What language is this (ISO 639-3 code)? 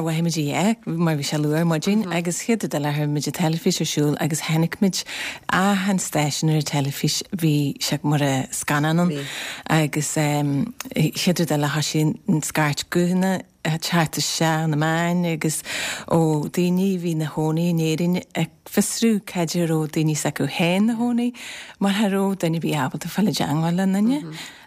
gle